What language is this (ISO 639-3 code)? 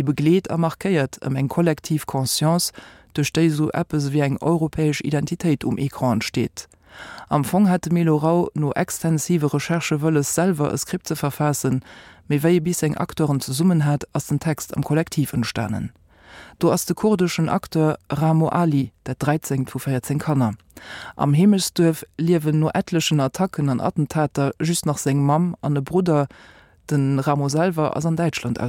ltz